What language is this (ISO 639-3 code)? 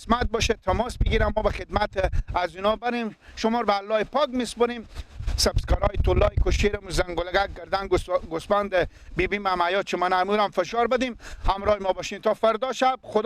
fas